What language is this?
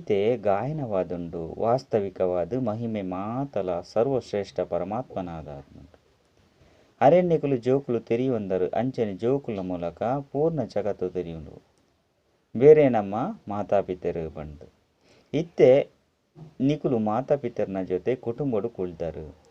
Tulu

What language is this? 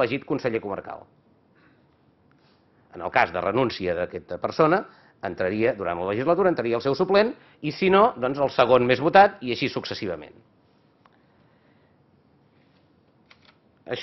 Catalan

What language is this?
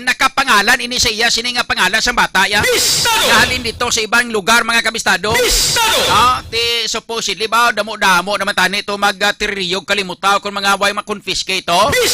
Hiligaynon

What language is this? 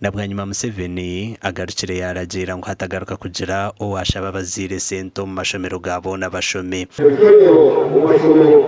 Nyankole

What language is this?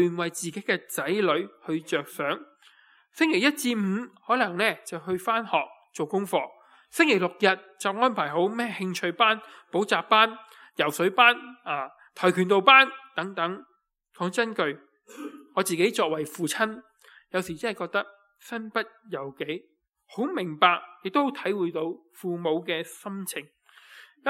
Cantonese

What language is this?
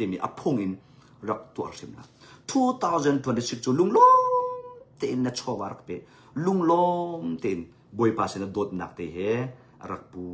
Hakha Chin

